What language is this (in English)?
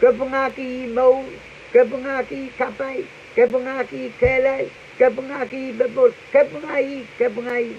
Pohnpeian